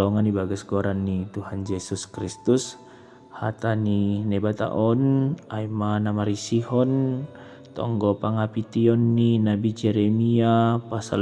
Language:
Batak Simalungun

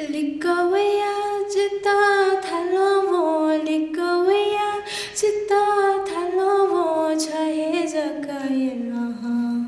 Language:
Newari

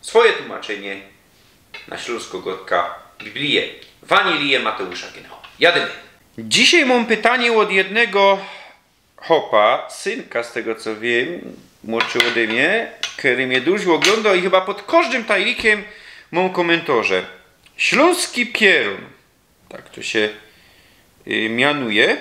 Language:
Silesian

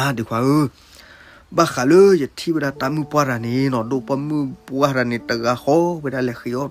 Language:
S'gaw Karen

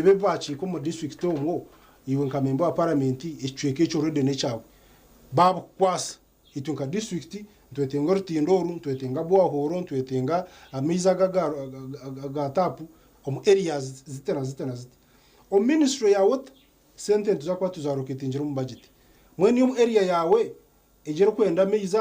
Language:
Nyankole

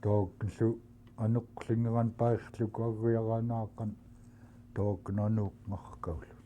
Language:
Central Yupik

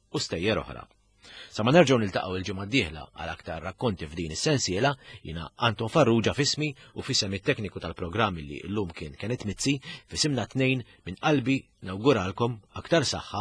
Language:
Maltese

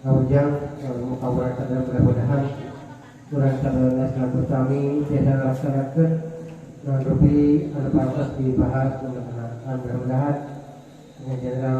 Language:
Sundanese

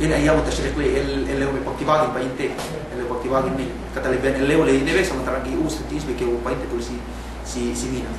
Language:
Yakan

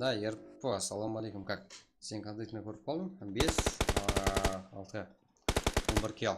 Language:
Kara-Kalpak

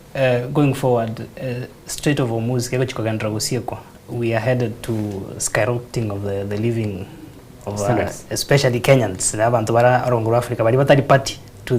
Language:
Gusii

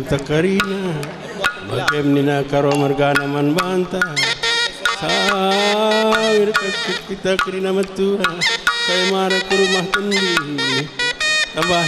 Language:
Batak Karo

